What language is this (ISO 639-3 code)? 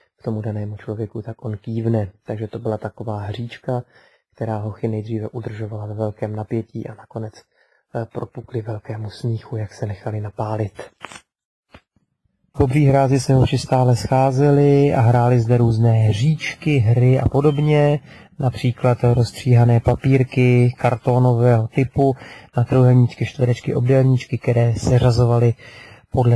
ces